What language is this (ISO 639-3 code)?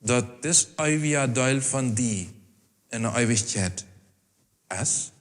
pdt